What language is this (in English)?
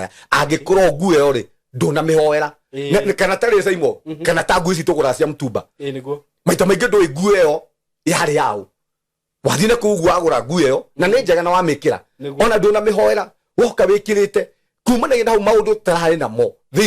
Kikuyu